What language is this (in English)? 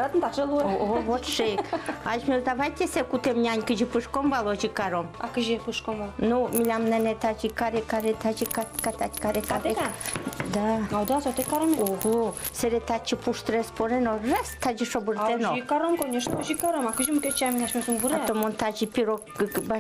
Udmurt